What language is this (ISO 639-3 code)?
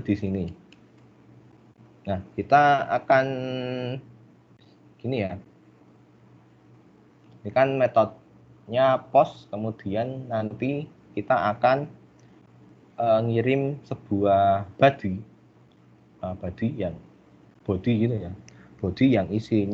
ind